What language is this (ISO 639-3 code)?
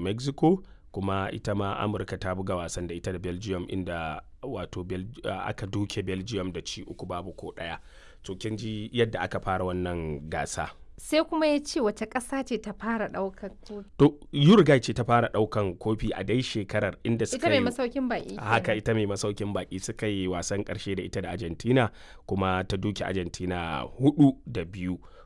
hau